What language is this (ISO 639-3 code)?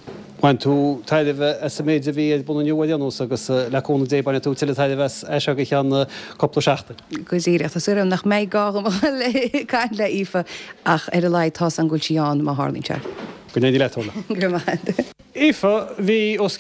gle